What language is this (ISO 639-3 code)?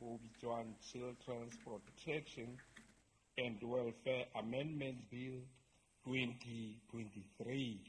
sot